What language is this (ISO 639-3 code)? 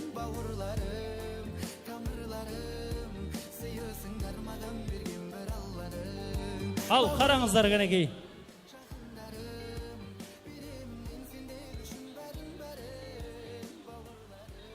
kaa